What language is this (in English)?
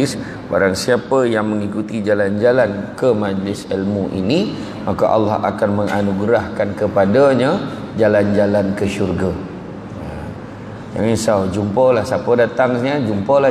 Malay